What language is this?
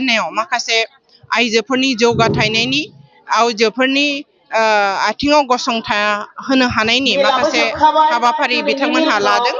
Bodo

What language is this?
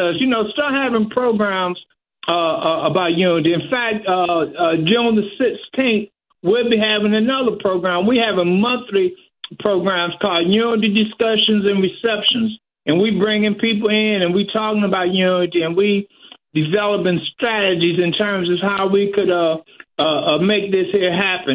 English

